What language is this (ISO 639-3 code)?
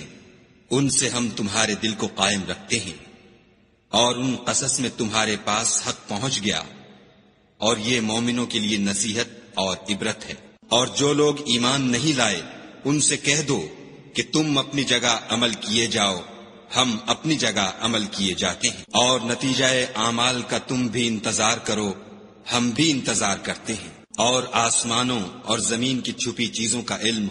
urd